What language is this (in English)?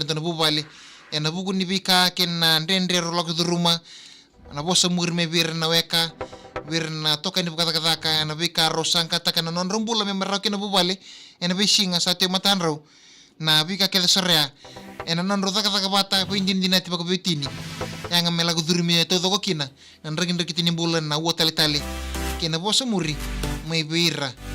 Fijian